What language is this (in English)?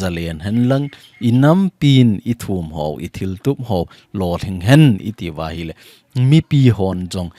Thado Chin